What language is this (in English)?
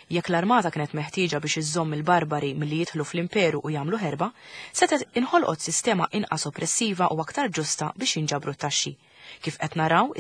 Maltese